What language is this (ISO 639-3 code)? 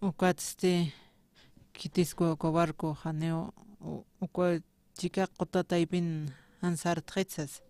aym